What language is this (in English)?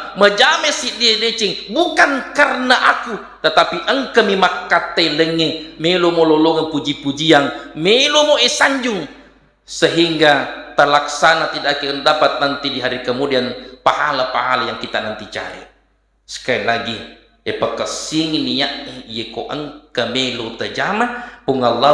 Buginese